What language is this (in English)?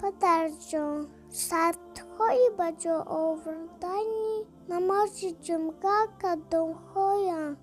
Tajik